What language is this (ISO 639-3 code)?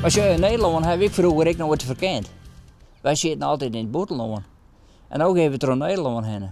fry